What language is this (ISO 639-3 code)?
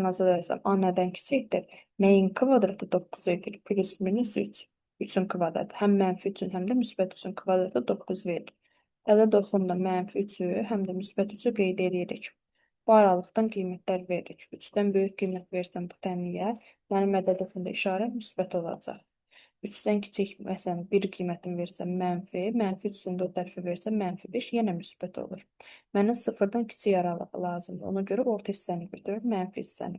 aze